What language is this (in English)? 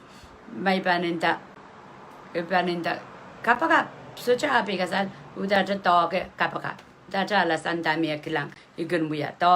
Pohnpeian